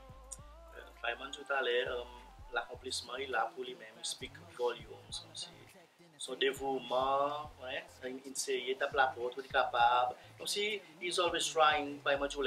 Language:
Seselwa Creole French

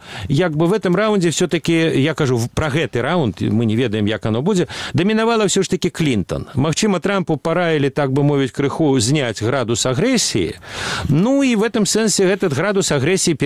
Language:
Belarusian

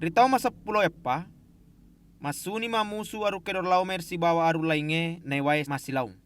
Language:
Buginese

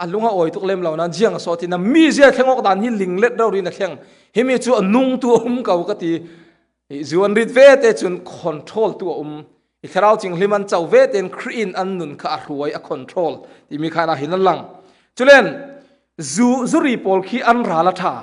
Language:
Falam Chin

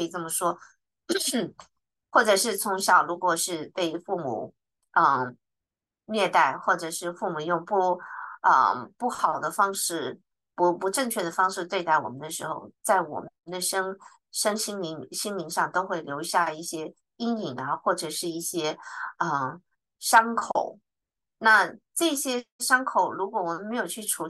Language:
Chinese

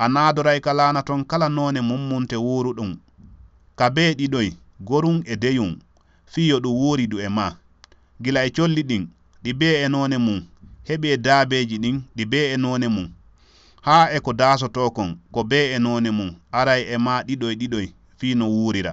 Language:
Fula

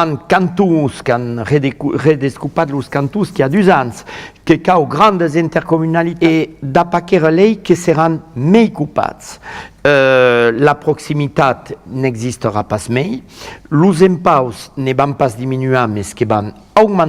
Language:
Occitan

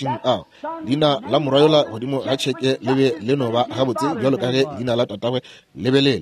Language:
Northern Sotho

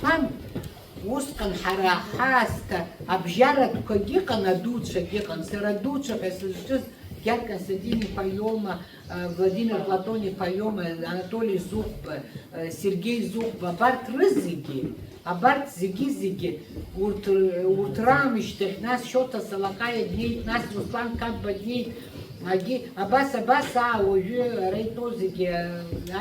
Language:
Abkhazian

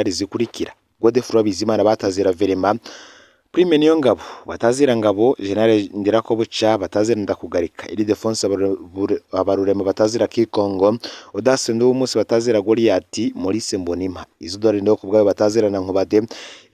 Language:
Rundi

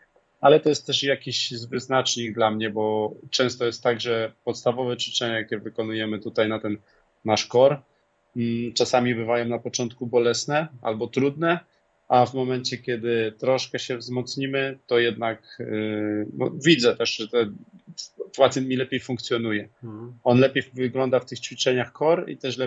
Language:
Polish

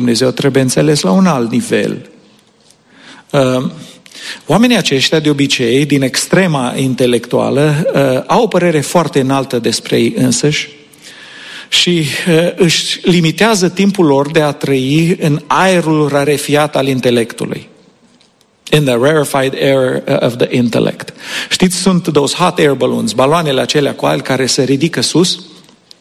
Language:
Romanian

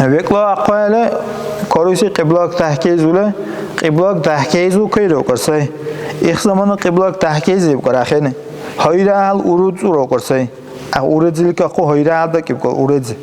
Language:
Dargwa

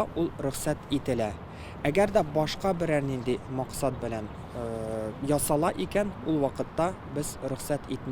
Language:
Tatar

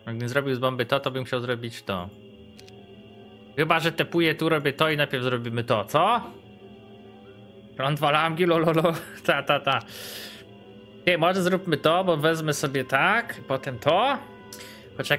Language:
Polish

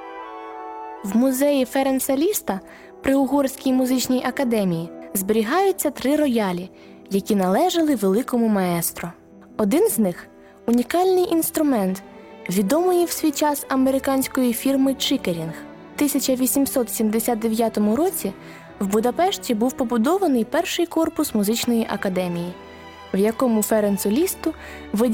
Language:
Ukrainian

